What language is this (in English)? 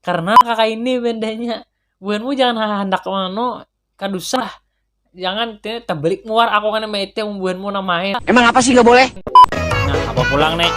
Banjar